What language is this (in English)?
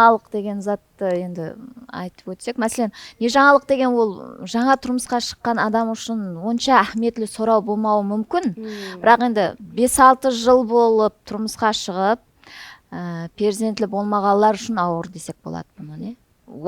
Kara-Kalpak